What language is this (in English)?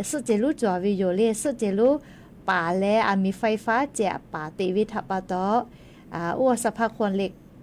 Lahu